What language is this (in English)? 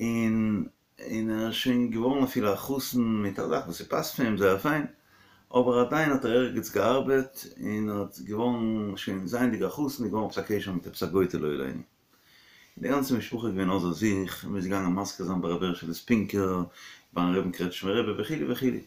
Yiddish